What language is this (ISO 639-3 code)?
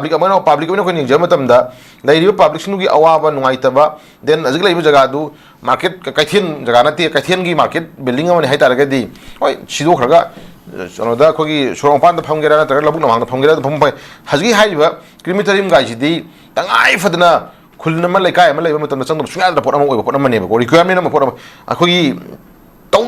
mni